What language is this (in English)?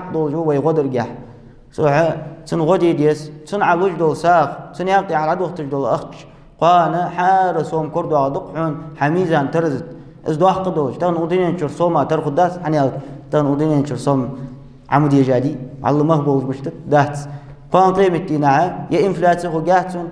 Ingush